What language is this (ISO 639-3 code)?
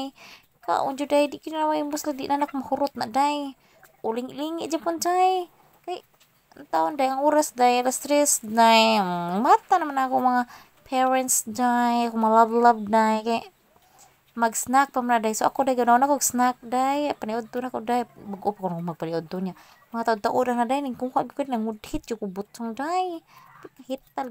ceb